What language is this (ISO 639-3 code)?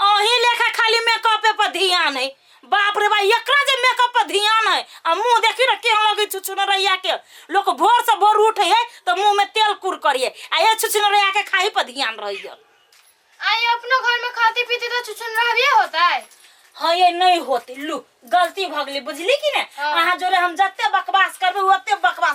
mai